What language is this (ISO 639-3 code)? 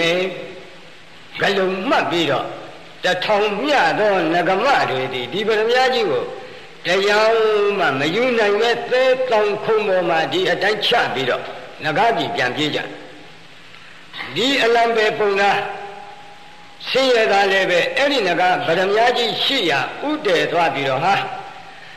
mya